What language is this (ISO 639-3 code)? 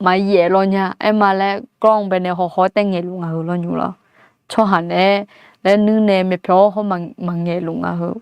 ahk